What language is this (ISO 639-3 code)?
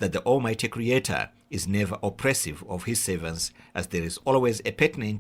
eng